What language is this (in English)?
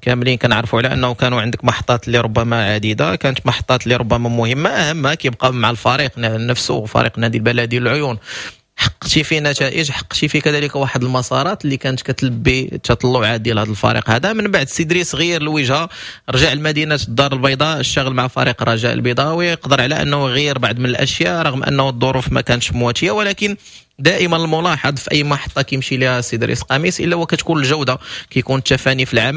Moroccan Arabic